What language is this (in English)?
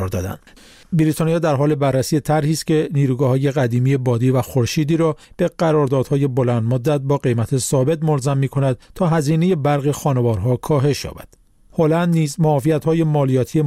Persian